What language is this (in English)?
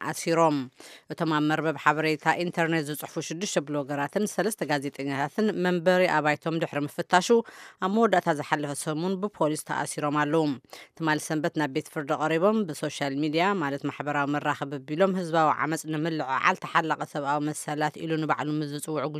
Tigrinya